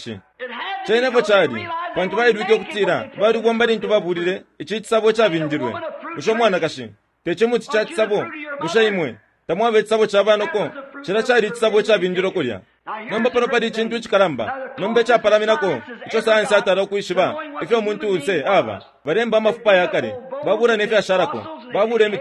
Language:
Bemba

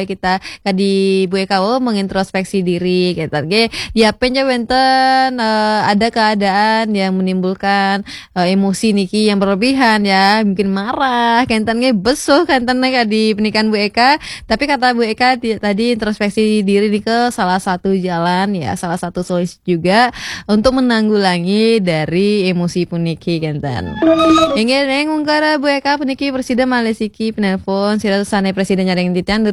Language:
Balinese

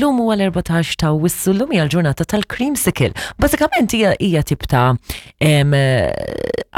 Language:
Maltese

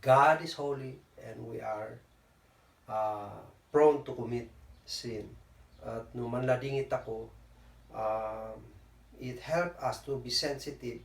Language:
Kankanaey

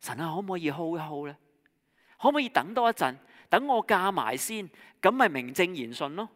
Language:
Cantonese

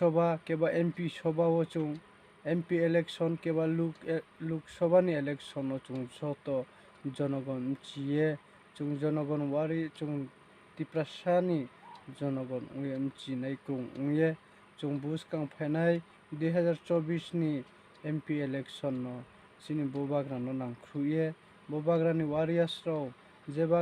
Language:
Riang (India)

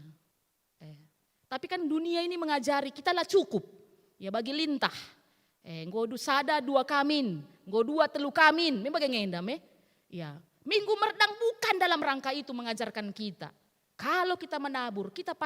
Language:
Batak Karo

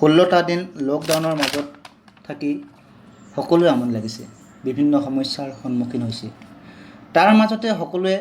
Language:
Assamese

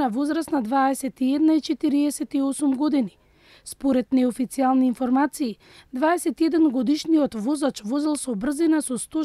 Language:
Macedonian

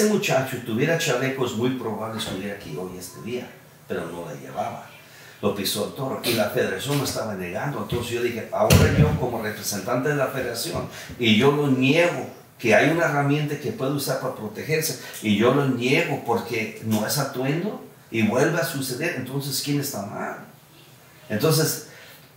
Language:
Spanish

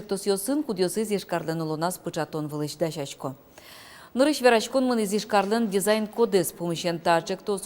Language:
Udmurt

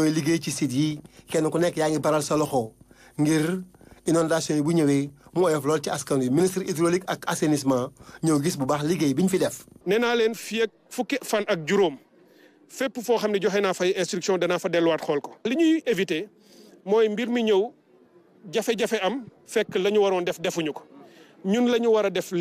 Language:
Wolof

